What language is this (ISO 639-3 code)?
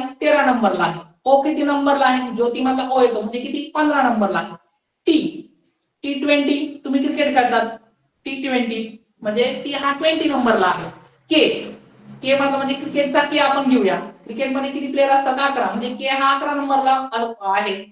mar